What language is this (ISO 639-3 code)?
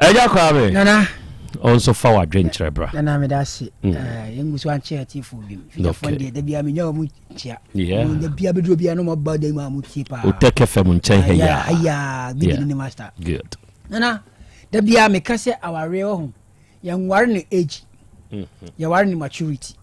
aka